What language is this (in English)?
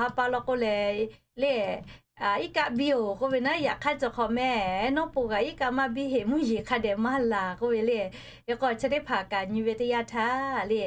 Lahu